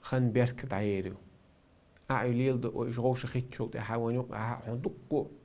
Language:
Chechen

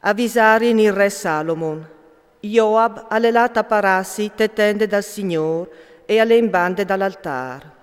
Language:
Friulian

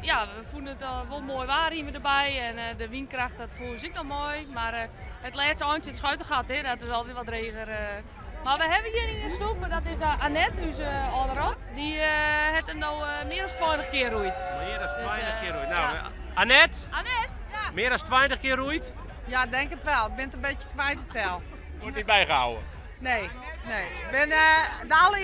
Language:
Western Frisian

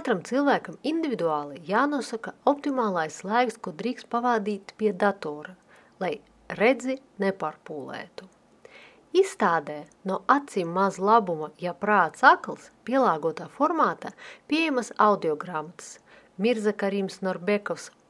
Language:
Latvian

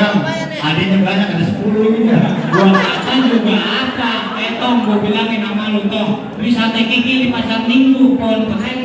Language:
Betawi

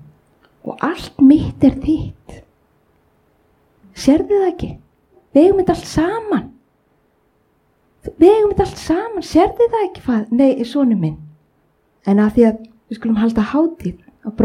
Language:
Icelandic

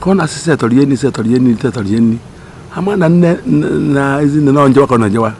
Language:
Igbo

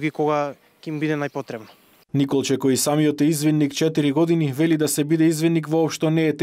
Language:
Macedonian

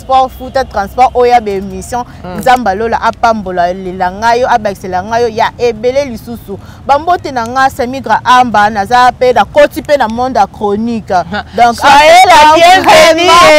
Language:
Lingala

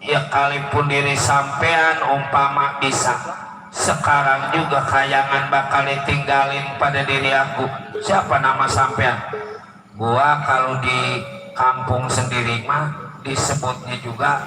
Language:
Betawi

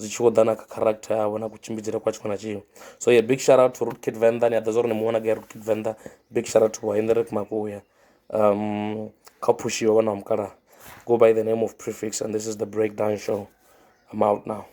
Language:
Venda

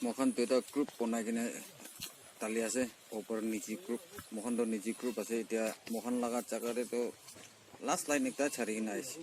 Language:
Naga Pidgin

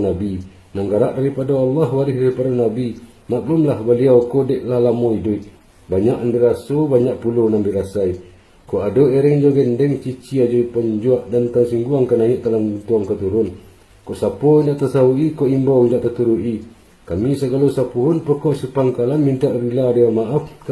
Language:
Minangkabau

